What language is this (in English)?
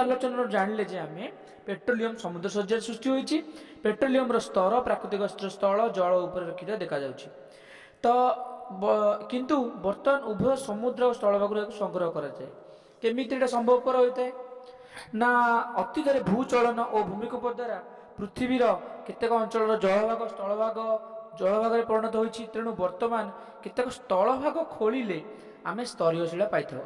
Odia